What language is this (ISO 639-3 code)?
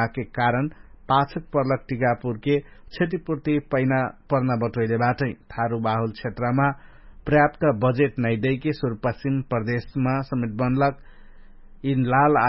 thl